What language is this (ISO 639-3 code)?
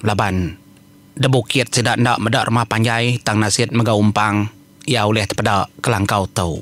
iba